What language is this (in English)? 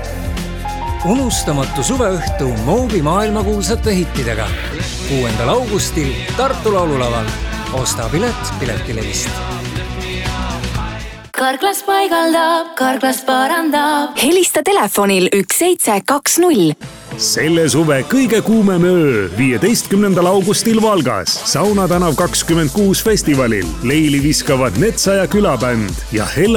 Estonian